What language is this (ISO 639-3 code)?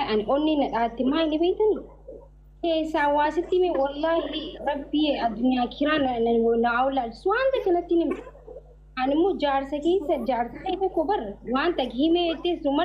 orm